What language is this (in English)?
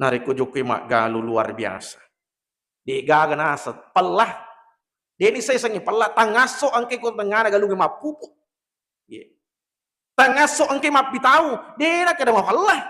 Buginese